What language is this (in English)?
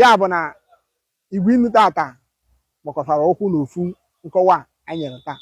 Igbo